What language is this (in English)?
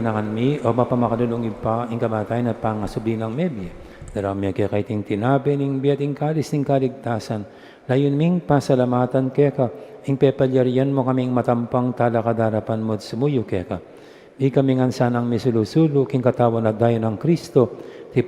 Pampanga